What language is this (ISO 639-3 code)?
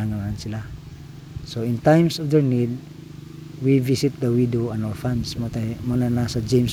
ceb